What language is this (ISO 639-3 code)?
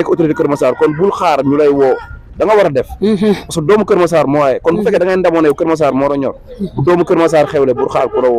wol